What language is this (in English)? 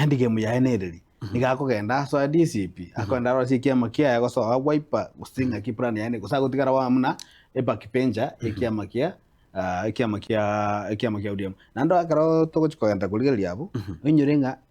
Gusii